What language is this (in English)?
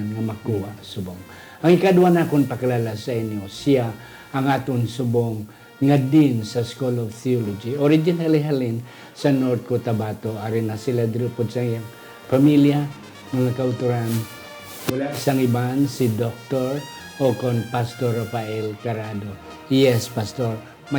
Hiligaynon